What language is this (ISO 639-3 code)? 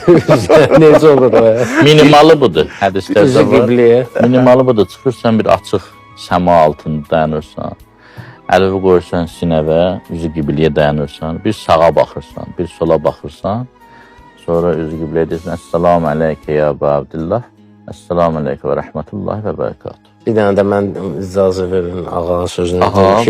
aze